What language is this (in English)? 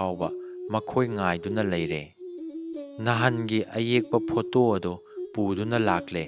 Manipuri